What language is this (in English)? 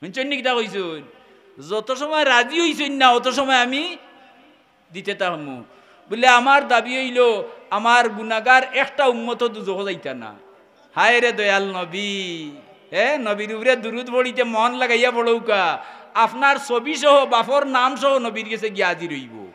Sylheti